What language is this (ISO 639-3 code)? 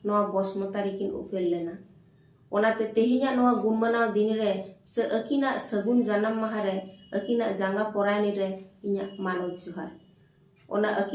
sat